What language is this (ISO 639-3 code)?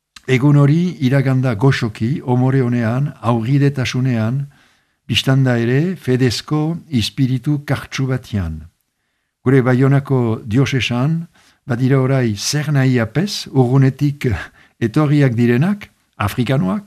eus